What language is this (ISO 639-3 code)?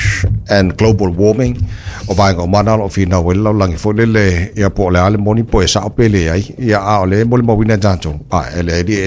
smo